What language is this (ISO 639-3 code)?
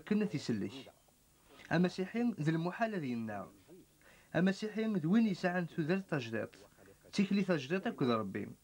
kab